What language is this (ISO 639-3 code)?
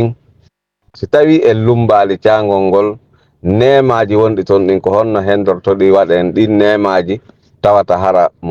ful